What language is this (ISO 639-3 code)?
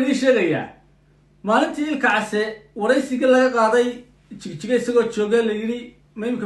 som